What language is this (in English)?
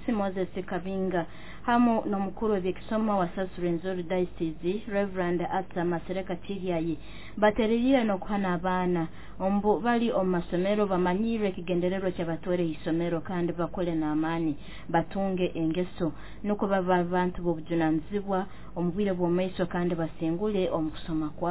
Nyoro